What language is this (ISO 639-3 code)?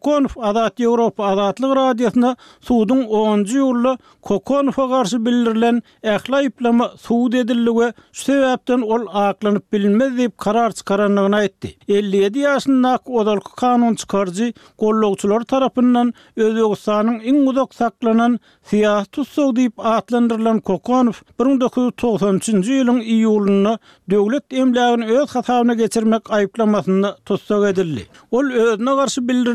tuk